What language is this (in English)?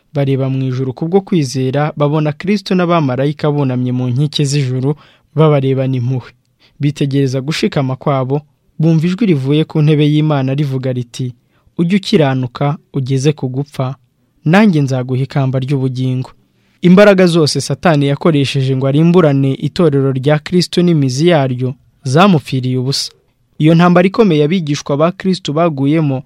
Kinyarwanda